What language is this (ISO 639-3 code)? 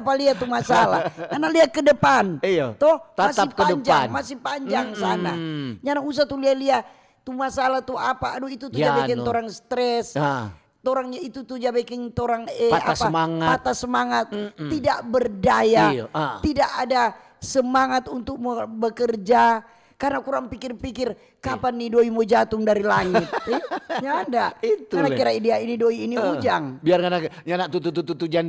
xmm